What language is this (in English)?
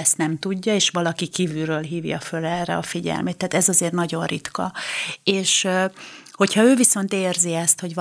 Hungarian